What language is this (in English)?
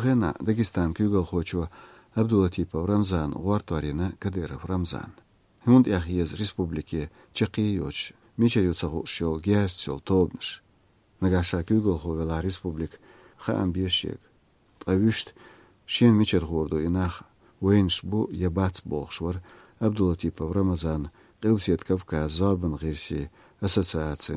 Chechen